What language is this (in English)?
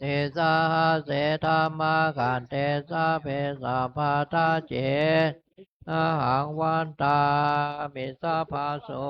Pali